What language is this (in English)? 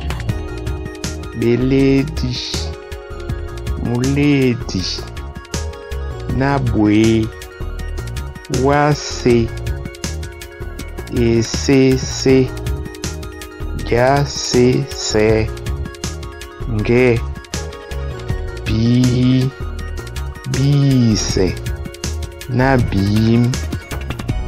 Duala